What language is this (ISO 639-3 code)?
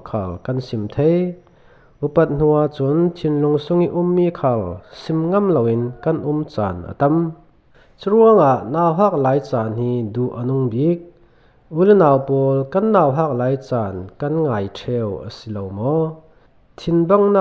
cfm